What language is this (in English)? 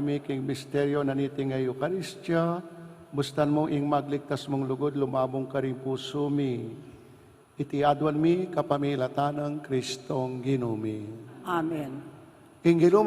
Pampanga